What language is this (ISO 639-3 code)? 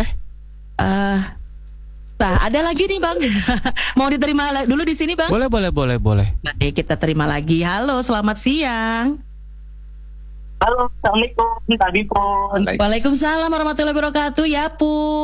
ind